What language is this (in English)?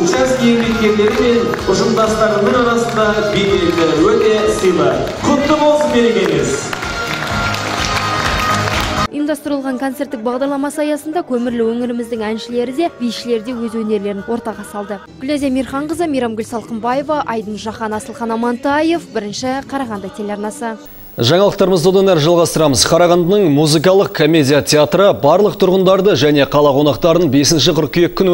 Kazakh